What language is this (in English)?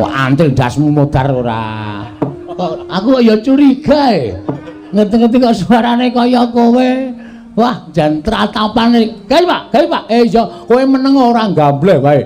Javanese